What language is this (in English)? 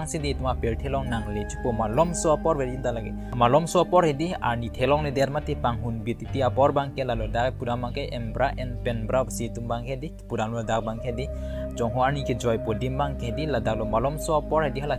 Karbi